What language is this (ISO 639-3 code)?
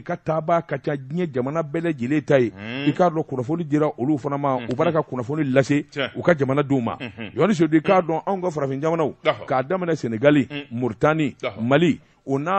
bam